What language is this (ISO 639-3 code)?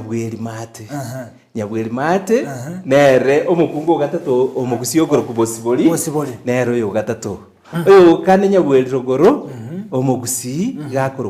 guz